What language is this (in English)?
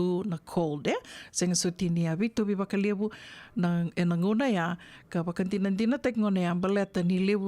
Fijian